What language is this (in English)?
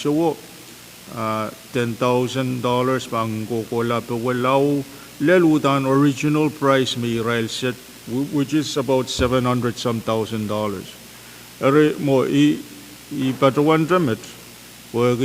Pohnpeian